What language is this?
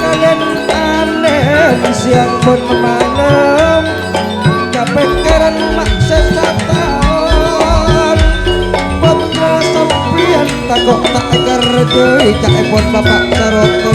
Madurese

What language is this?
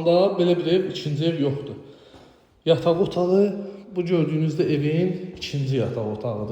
Azerbaijani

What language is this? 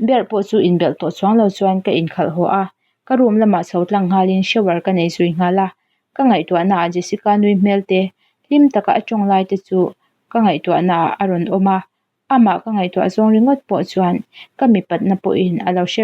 Mizo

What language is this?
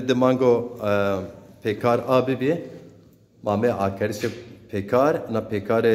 Zaza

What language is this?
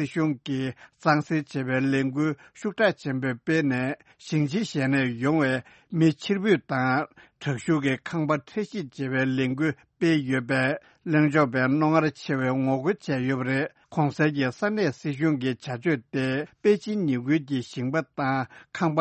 Tibetan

